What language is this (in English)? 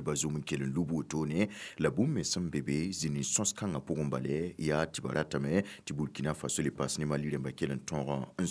Mossi